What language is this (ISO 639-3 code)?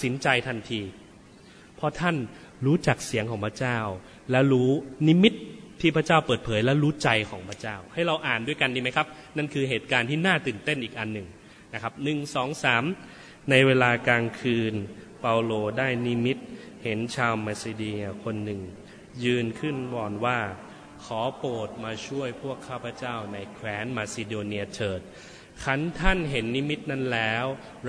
tha